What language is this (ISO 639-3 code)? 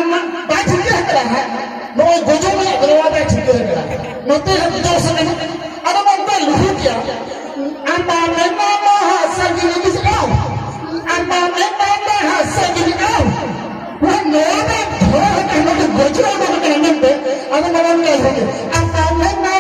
sat